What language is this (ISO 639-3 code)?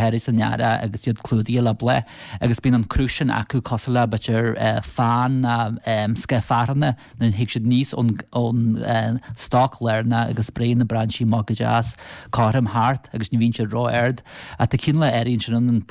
gle